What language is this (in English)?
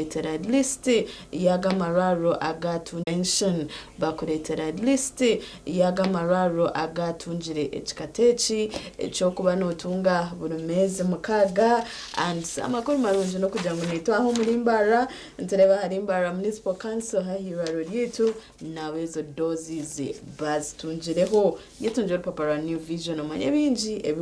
Nyankole